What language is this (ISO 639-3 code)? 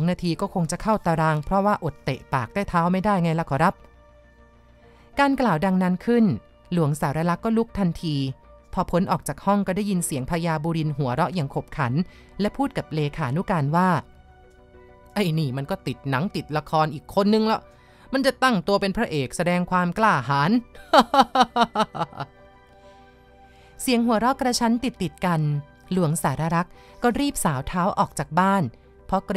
tha